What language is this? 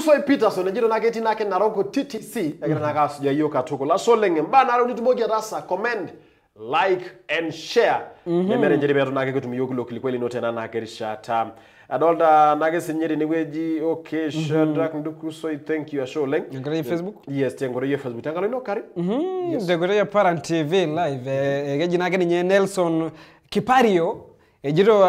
Masai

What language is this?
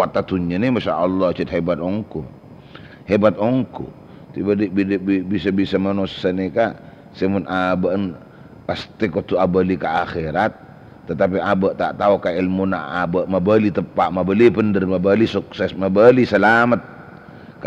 Madurese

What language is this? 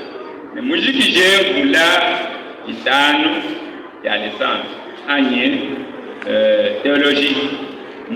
Luba-Lulua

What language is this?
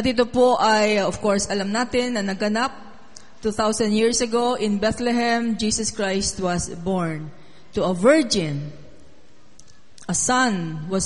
Filipino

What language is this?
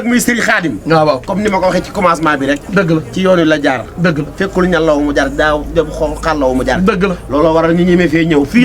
Wolof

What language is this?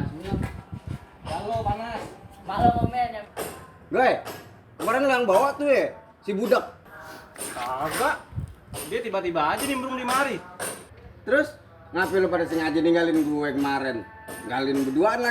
Betawi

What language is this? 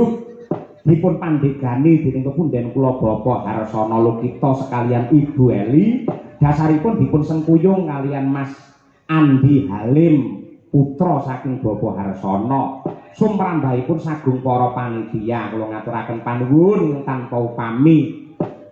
Javanese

